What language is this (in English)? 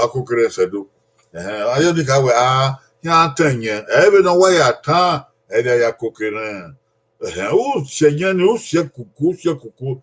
Bini